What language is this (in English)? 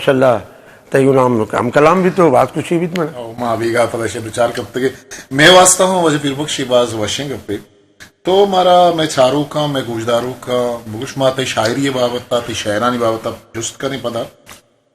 Eastern Balochi